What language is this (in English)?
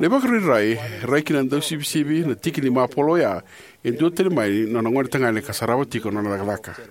Fijian